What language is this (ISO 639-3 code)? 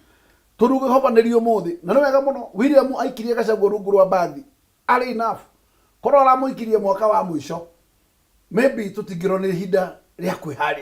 kik